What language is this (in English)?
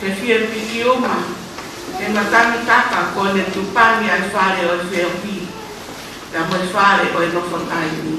Tongan